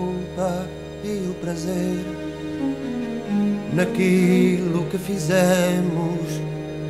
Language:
Portuguese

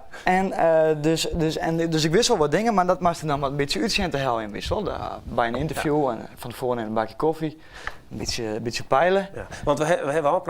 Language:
Western Frisian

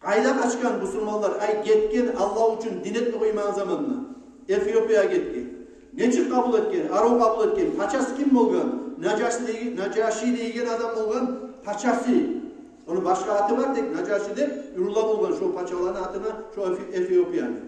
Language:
Kumyk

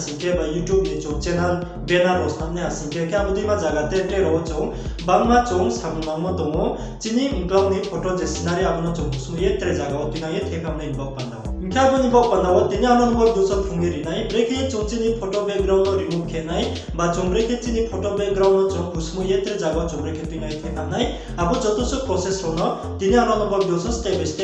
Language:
Riang (India)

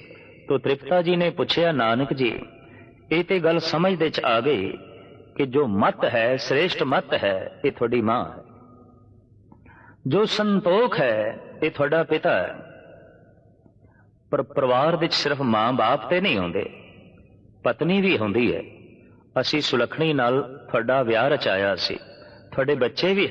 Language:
Punjabi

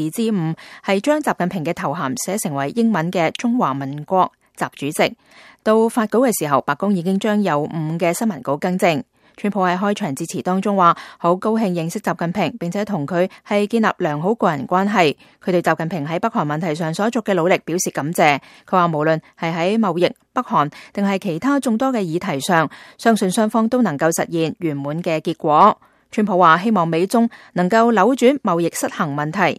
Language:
Cantonese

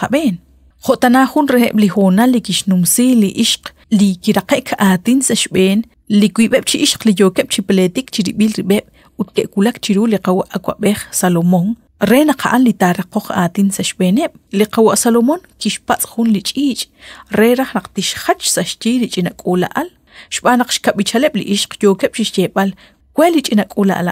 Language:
Kekchí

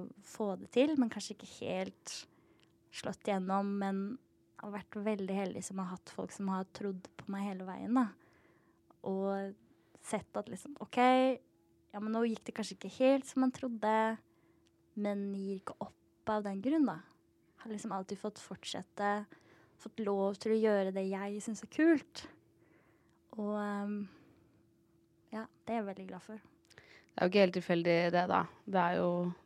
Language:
Norwegian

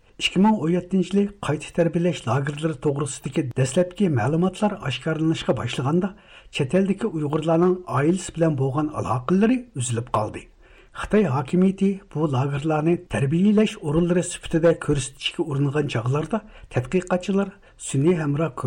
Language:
Uyghur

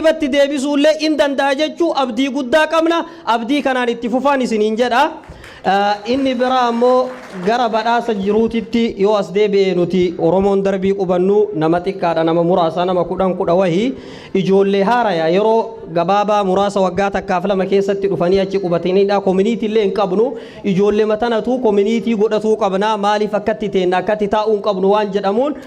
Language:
Oromo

